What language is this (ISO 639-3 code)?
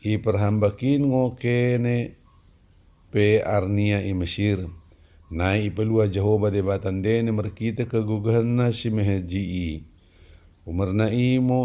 btd